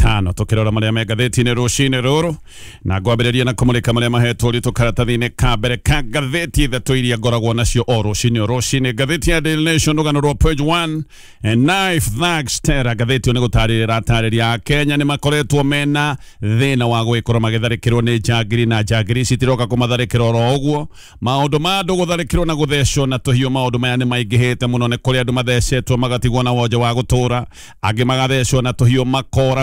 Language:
Kikuyu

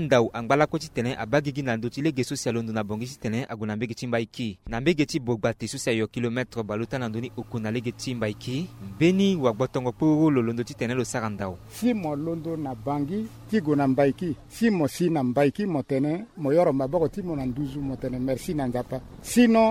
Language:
Sango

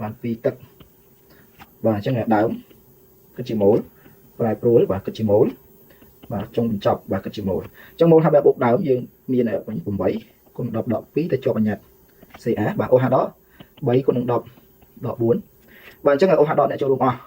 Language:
Khmer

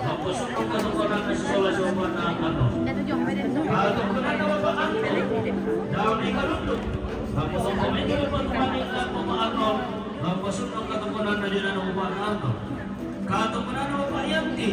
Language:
Toraja-Sa'dan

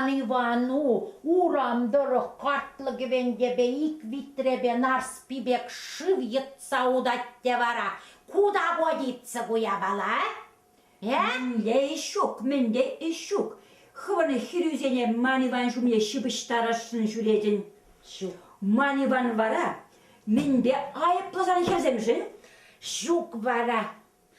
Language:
Chuvash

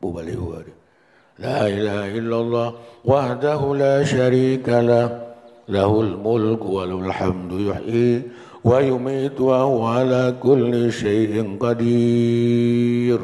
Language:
Achinese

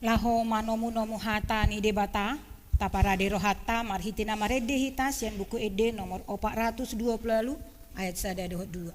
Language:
Batak Toba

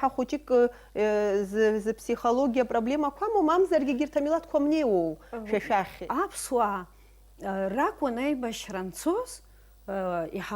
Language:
Abkhazian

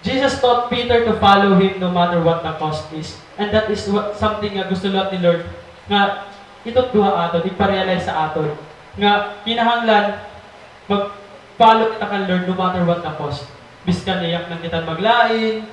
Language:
Waray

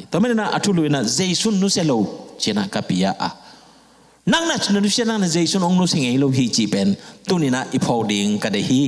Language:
Tedim Chin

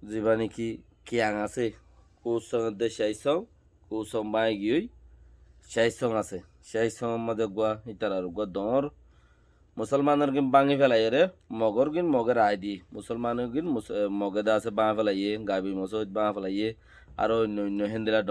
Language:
Rohingya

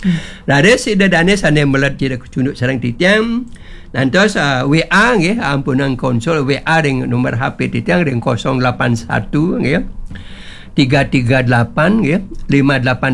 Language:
Balinese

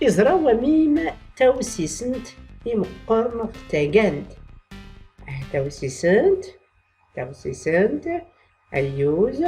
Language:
Tachelhit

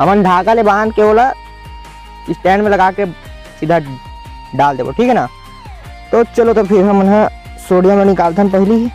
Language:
Chhattisgarhi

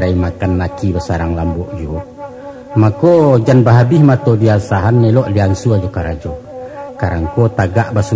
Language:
Minangkabau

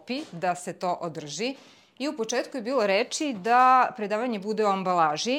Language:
Serbian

